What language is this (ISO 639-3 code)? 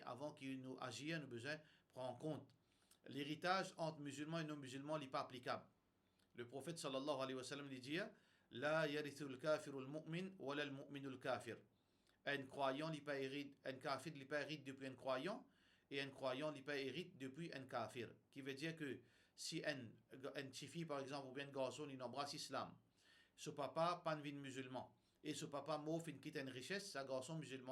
mfe